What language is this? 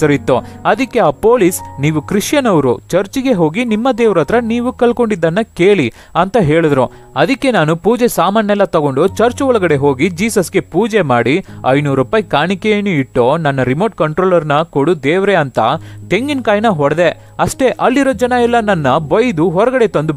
Kannada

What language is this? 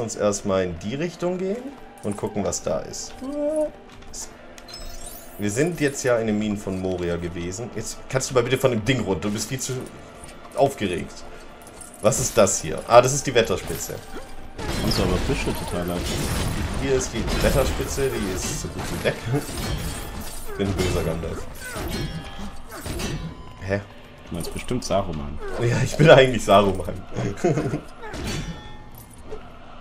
German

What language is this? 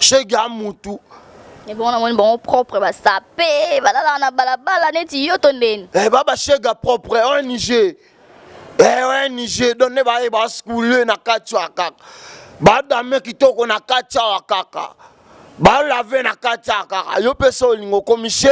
Lingala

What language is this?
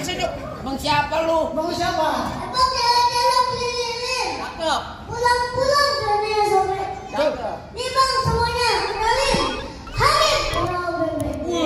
Betawi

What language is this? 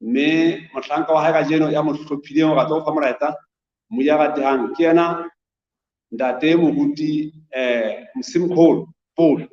Southern Sotho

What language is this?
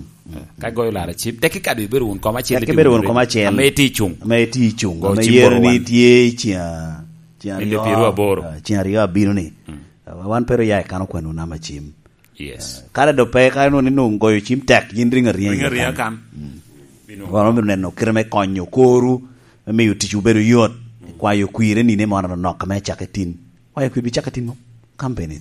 Lango (Uganda)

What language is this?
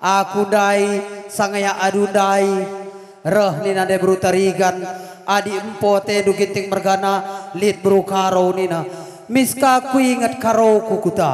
Batak Karo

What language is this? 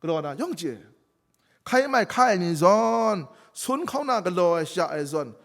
Kachin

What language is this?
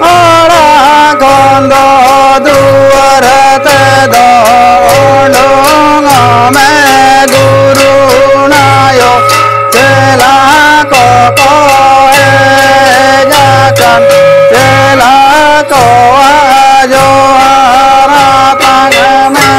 Santali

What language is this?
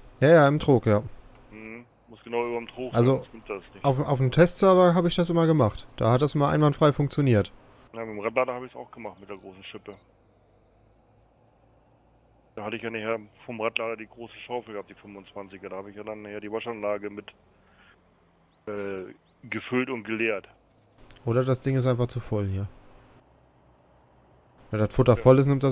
German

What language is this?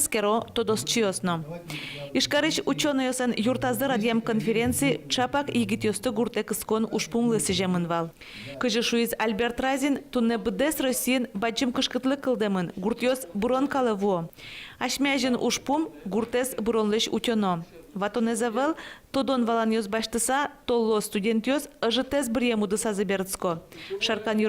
Udmurt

